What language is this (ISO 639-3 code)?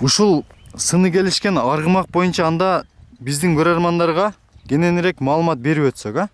kir